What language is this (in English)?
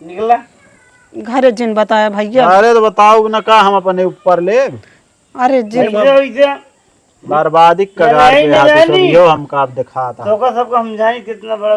Awadhi